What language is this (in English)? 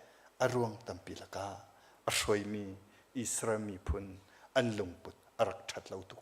Hakha Chin